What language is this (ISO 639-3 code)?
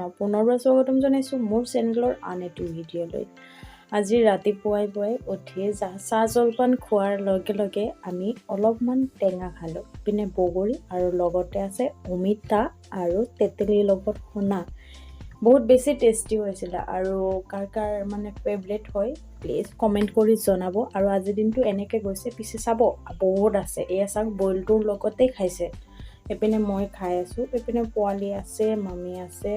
asm